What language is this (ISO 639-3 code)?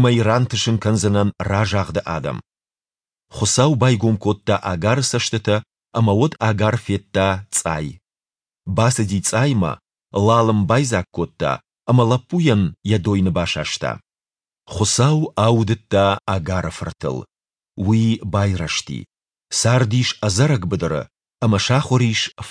oss